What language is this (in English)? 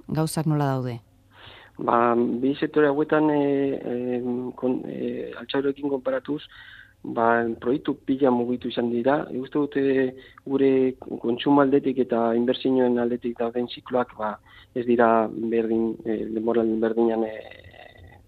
Basque